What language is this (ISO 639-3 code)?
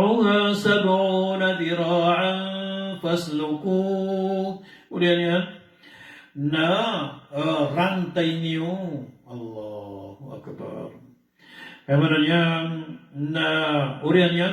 mrw